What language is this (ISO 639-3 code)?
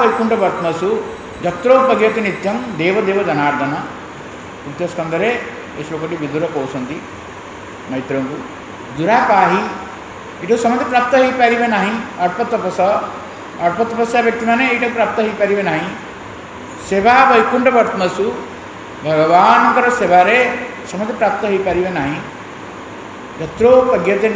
ori